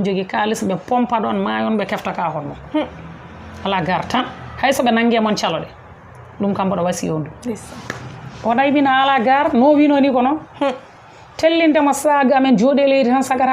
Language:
Fula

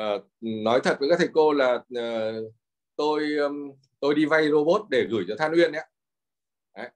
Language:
Vietnamese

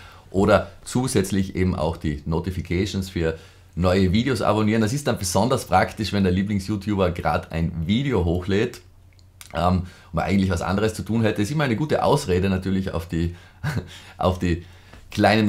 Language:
German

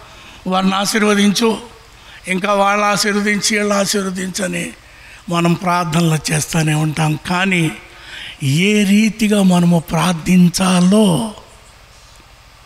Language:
Telugu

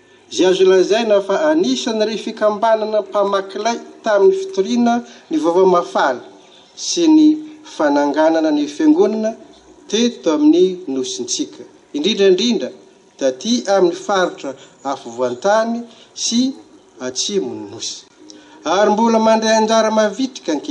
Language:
Malagasy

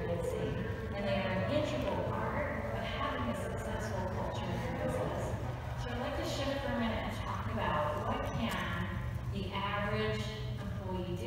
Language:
English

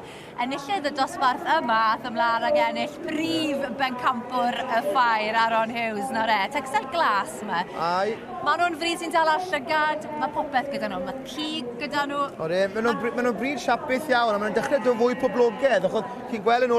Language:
Welsh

